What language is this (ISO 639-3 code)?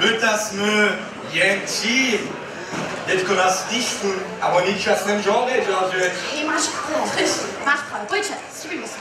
hsb